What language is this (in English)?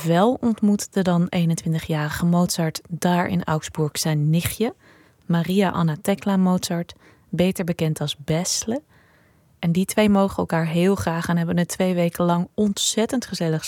Dutch